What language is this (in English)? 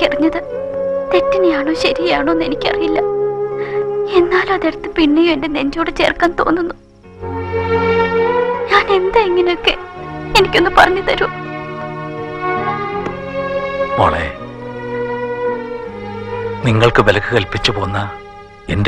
Malayalam